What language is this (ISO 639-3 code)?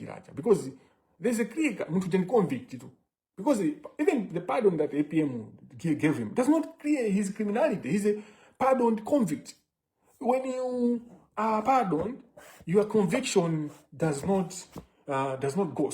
nya